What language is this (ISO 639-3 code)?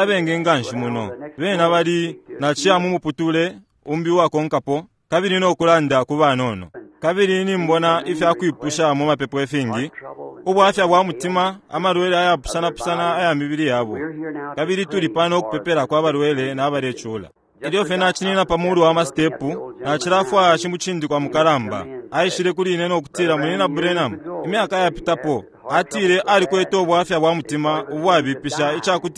bem